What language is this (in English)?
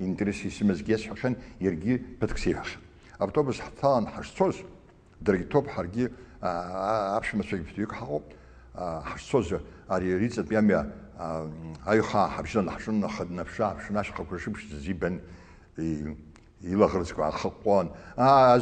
Abkhazian